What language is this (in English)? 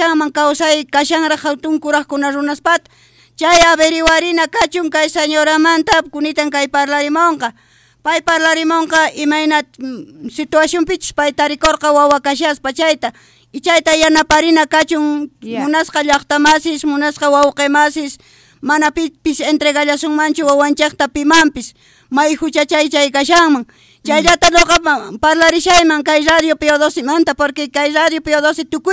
South Bolivian Quechua